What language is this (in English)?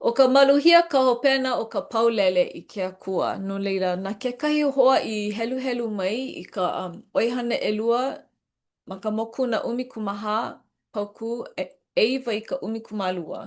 Hawaiian